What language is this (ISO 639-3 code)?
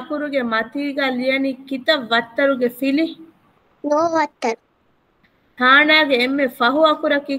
div